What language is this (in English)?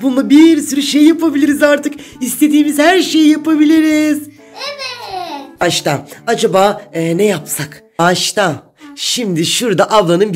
Turkish